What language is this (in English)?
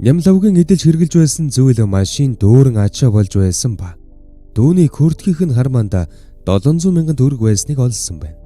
Mongolian